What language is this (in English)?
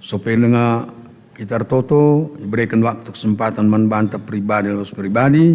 Batak Karo